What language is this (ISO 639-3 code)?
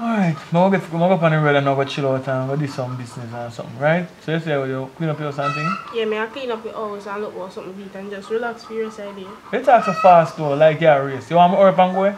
jam